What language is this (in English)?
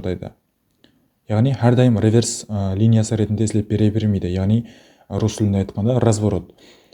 Kara-Kalpak